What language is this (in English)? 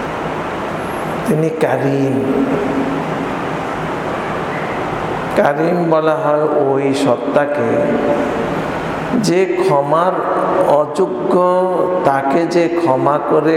Bangla